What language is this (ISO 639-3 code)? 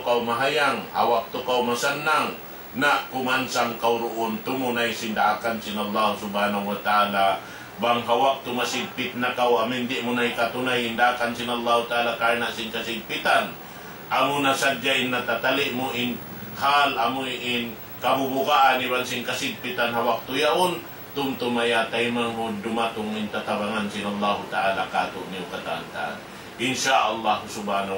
tsg